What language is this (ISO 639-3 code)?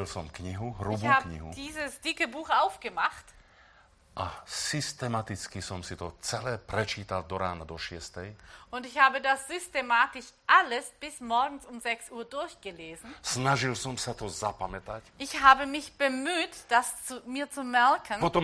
slk